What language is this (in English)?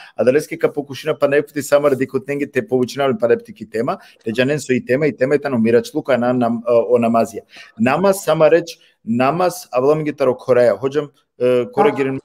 Balkan Romani